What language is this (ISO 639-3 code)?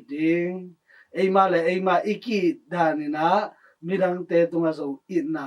ctd